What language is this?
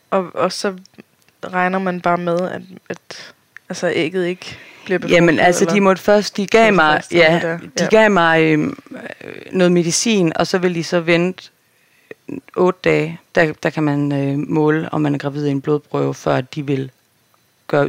Danish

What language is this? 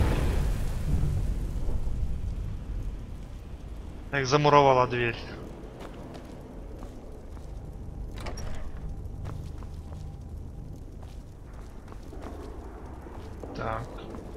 Russian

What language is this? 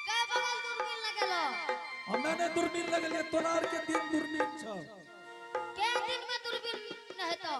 Angika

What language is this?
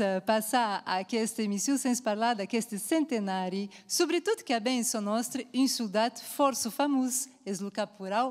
Occitan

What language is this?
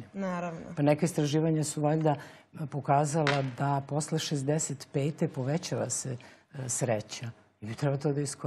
Serbian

